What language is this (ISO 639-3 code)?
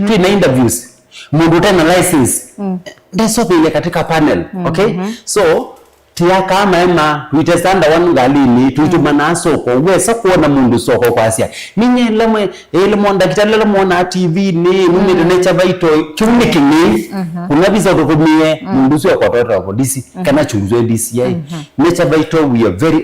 kam